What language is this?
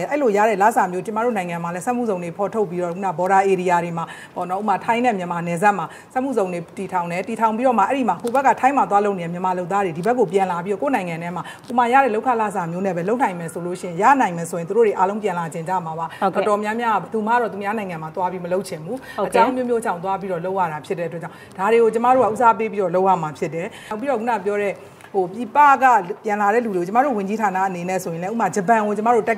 Burmese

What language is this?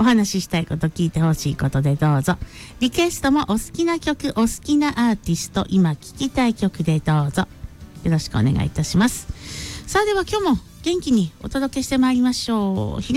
Japanese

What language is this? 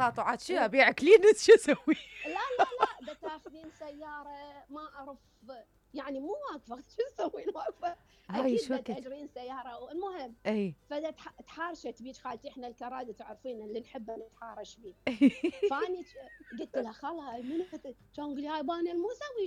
Mesopotamian Arabic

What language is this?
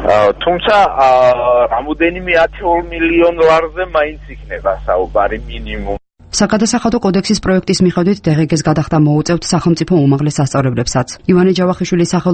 Georgian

